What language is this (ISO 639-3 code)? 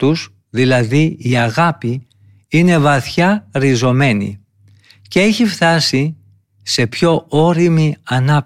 ell